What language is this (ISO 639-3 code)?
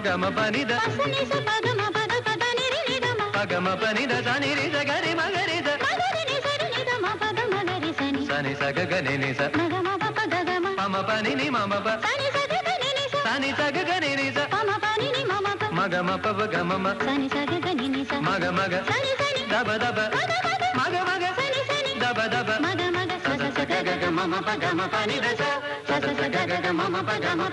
mal